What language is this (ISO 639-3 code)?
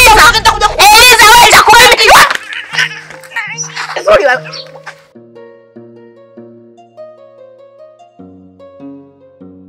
swa